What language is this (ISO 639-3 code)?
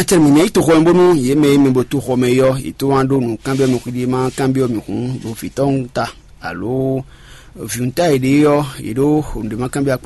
fon